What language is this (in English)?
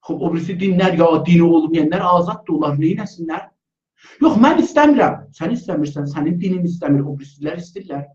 South Azerbaijani